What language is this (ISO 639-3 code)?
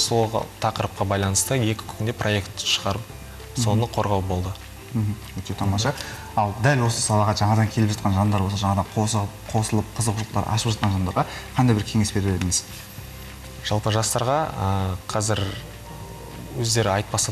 kaz